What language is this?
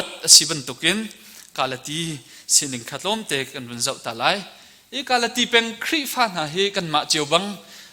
Hakha Chin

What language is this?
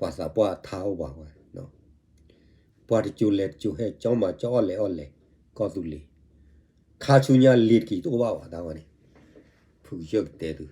S'gaw Karen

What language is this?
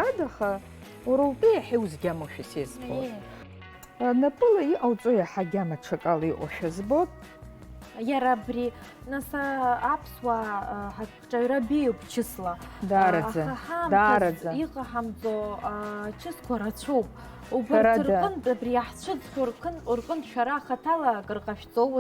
Abkhazian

